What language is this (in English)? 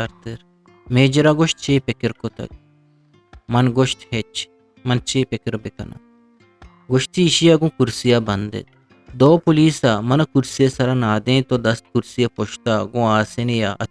Eastern Balochi